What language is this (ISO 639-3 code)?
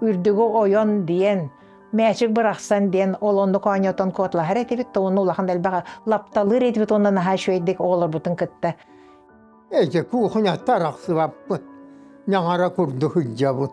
sah